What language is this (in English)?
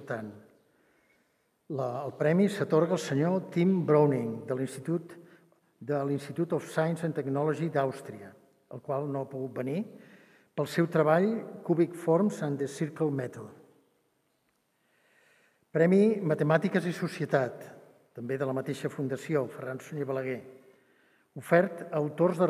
Catalan